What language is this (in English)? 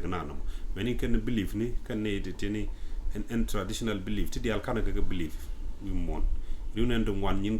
Nuer